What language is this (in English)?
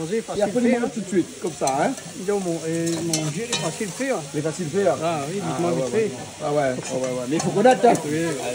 Réunion Creole French